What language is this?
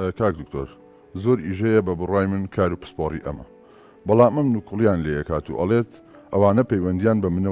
Central Kurdish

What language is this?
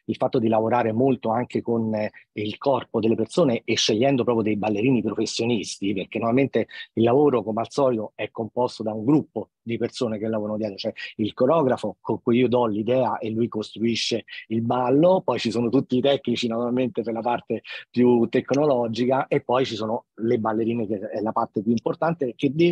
Italian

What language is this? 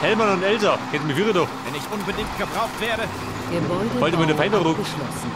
Bavarian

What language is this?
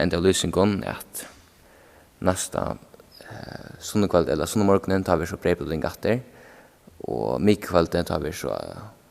Faroese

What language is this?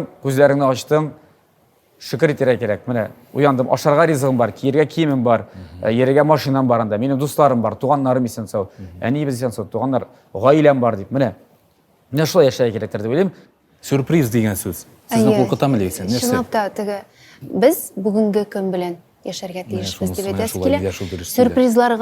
Tatar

